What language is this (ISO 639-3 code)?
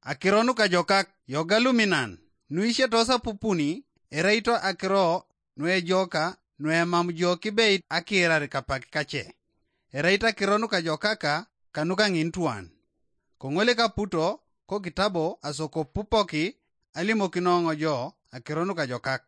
teo